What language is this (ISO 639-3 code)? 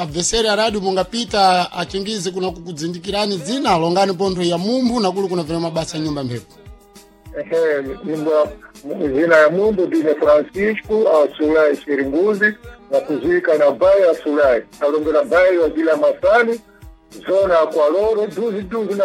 seh